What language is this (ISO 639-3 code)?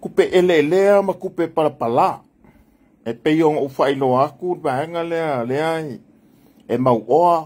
smo